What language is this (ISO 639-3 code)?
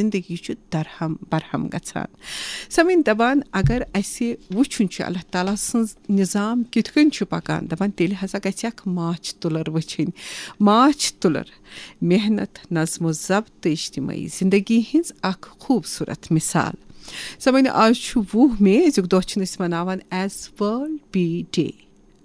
kas